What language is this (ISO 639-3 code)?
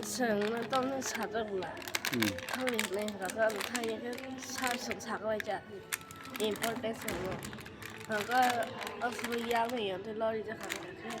trp